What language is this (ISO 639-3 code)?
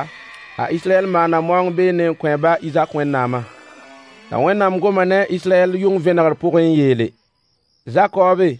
mos